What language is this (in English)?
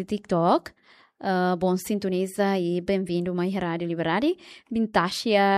Tetum